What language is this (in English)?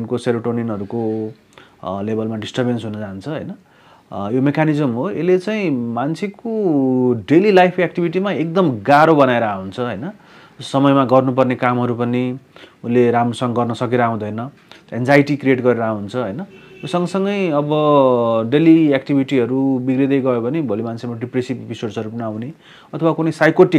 Nepali